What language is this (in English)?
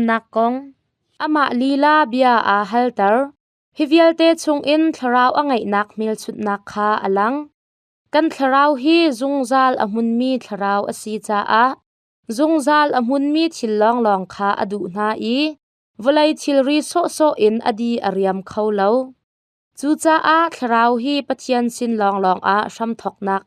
Hakha Chin